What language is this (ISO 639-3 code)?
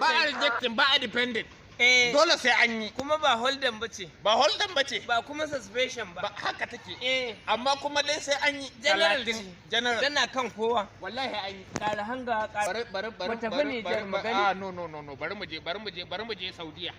hau